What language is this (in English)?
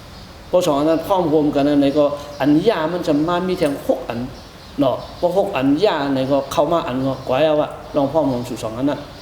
Shan